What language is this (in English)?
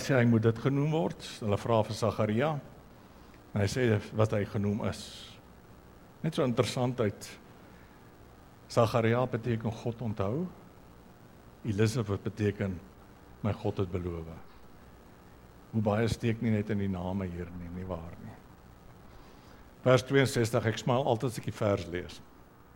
Afrikaans